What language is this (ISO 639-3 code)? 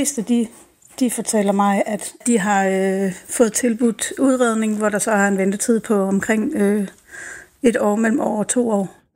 dan